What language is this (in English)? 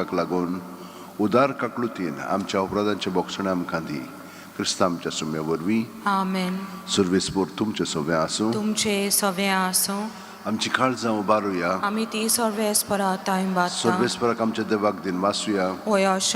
Konkani